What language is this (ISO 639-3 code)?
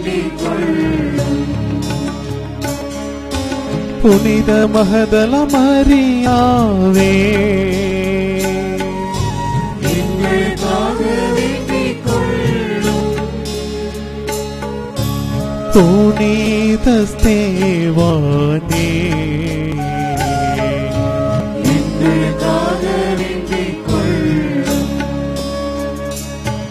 tam